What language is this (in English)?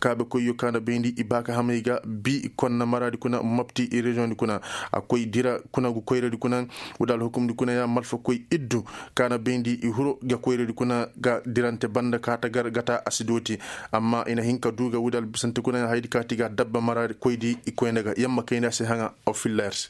Koyraboro Senni